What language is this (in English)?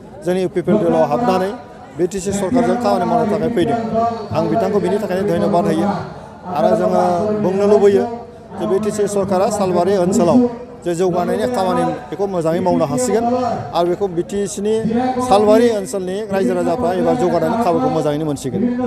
Bodo